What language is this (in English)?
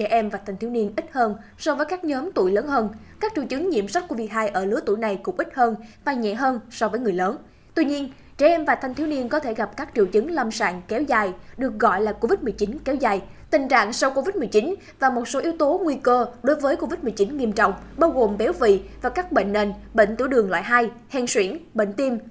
Vietnamese